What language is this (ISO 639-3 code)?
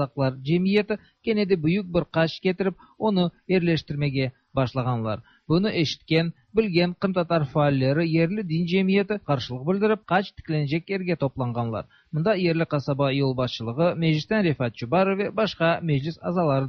tat